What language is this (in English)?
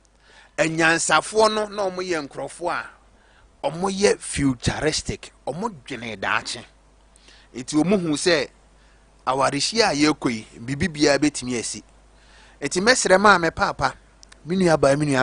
Akan